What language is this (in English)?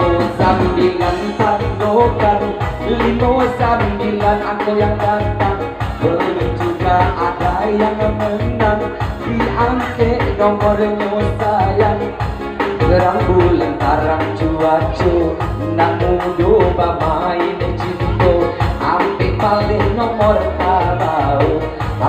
Minangkabau